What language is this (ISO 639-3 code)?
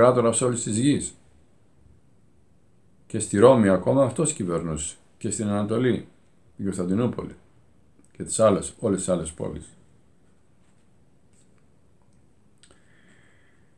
ell